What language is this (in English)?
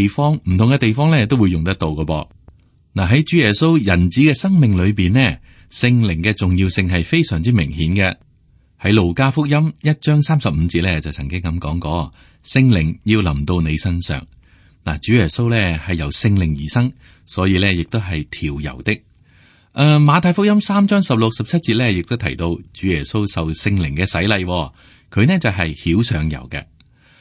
Cantonese